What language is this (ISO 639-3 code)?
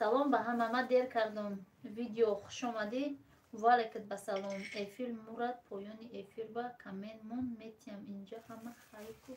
tgk